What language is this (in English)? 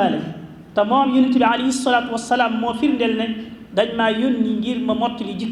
Wolof